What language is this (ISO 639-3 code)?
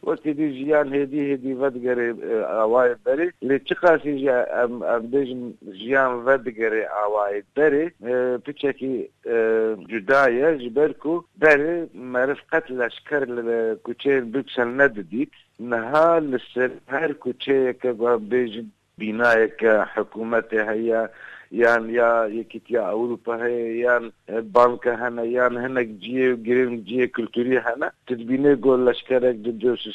kur